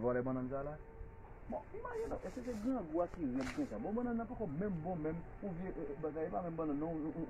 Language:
Haitian Creole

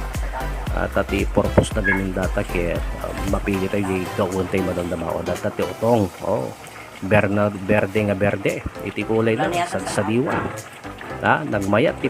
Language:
Iloko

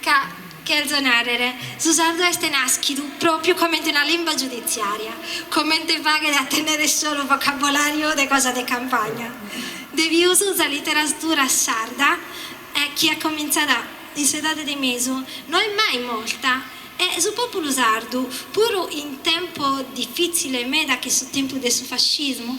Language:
Sardinian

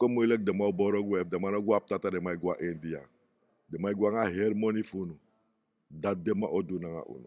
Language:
Sranan Tongo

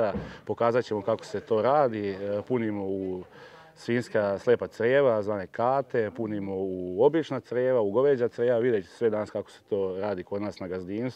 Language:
Serbian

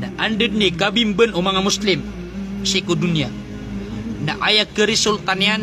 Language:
Maranao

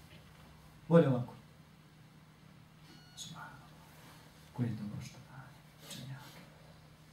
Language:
Bosnian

